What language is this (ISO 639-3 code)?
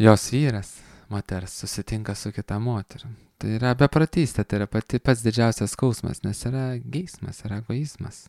lit